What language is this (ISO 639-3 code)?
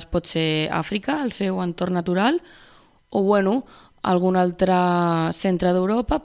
cat